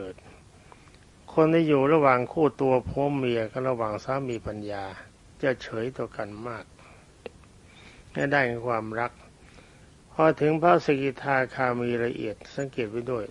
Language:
Thai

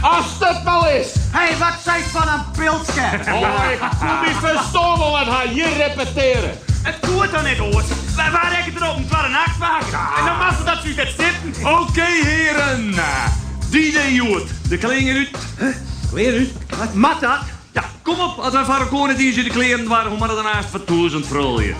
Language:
Western Frisian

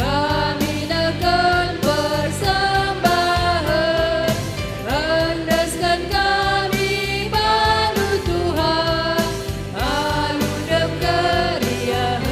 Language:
Batak Karo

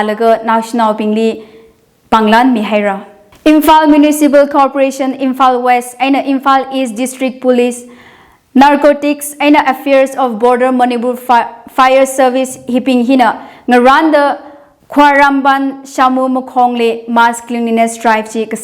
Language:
Tangkhul Naga (India)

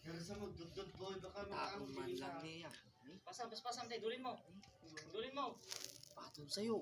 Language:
Iloko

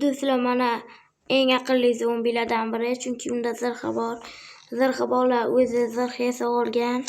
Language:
Uzbek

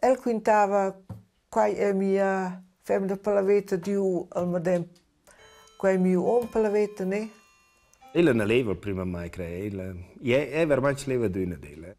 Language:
Romansh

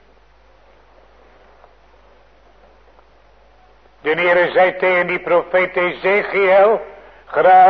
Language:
Dutch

